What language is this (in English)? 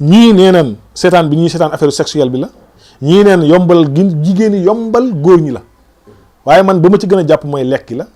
Wolof